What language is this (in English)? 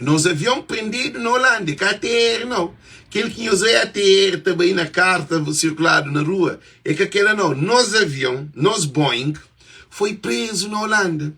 Kabuverdianu